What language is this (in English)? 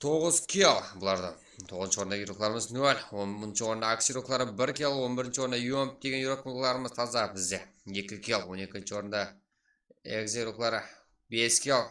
Kara-Kalpak